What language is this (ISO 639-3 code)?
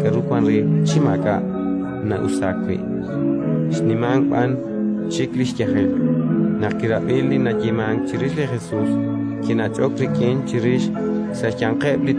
kek